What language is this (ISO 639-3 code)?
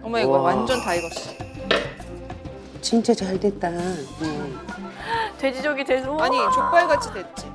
kor